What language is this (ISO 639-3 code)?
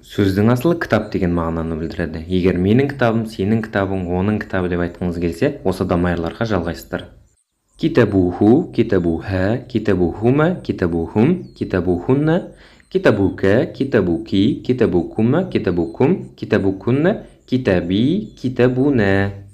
kaz